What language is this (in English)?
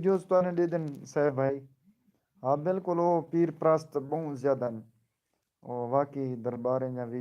Saraiki